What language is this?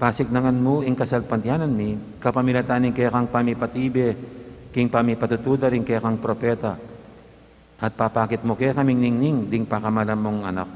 Pampanga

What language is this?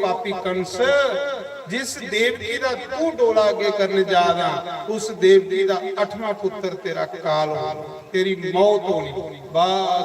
Dogri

